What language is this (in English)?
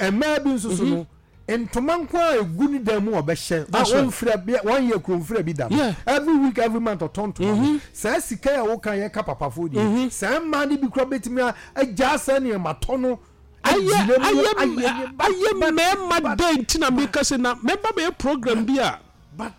Akan